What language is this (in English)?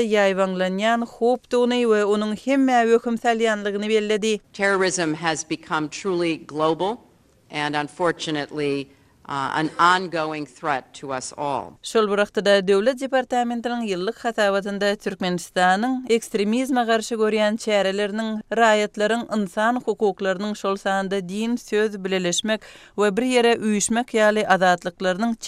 Turkmen